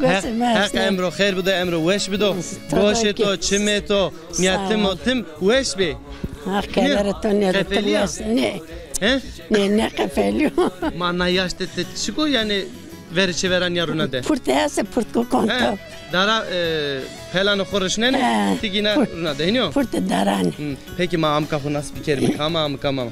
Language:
Zaza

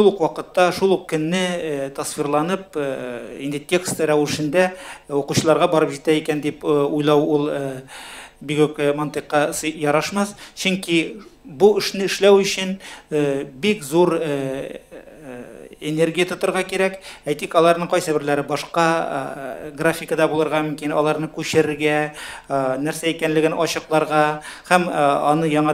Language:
Tatar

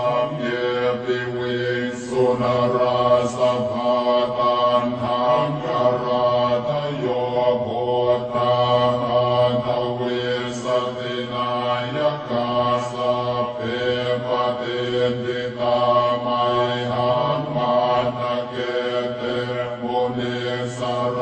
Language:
Pali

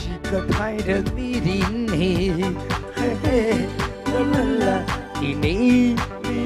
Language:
Tangkhul Naga (India)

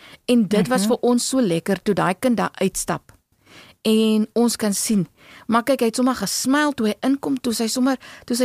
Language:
Afrikaans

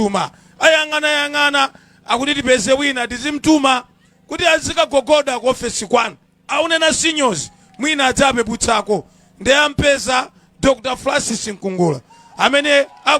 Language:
Nyanja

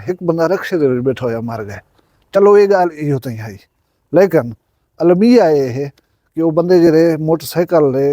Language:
Saraiki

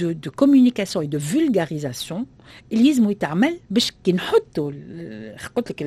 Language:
Tunisian Arabic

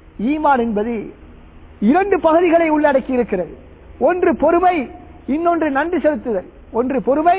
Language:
Tamil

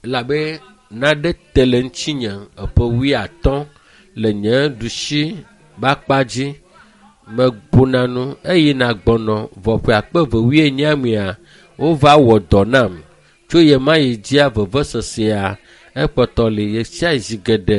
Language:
Ewe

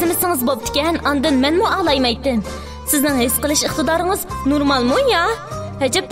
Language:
Uyghur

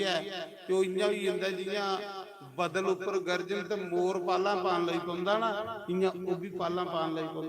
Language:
Dogri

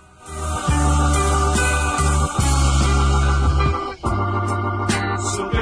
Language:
Spanish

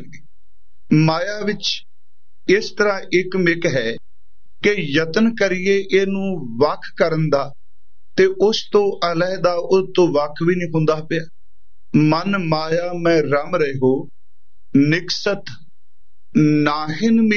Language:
Punjabi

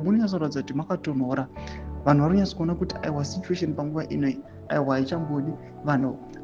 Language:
Shona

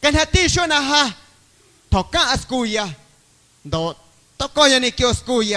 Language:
Guerrero Amuzgo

